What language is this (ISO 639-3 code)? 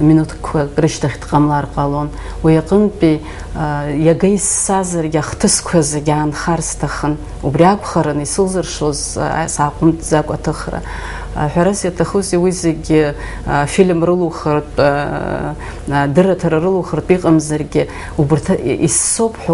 abk